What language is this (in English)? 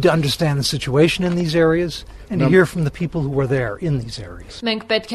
Armenian